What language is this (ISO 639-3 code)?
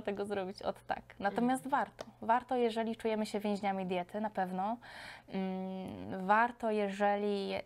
pol